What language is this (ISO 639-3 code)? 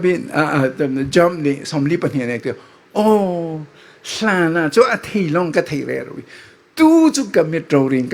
cfm